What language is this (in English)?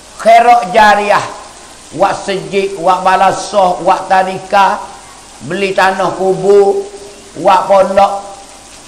Pattani Malay